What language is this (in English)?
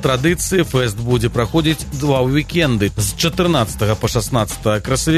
Belarusian